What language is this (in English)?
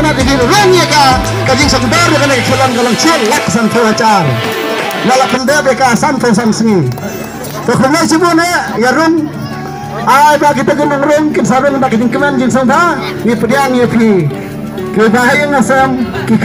Khasi